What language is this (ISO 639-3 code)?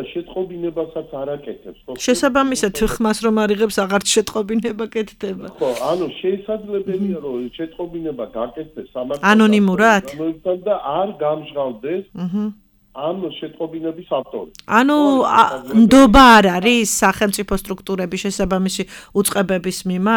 kat